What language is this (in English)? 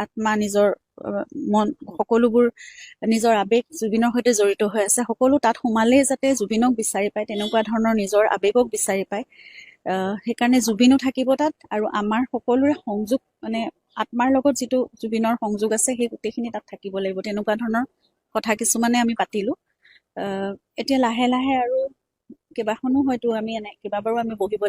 Assamese